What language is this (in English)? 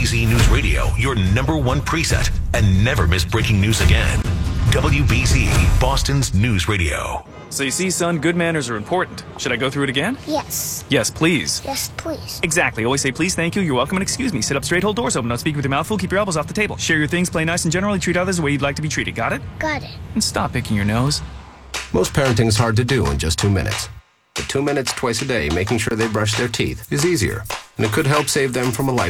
English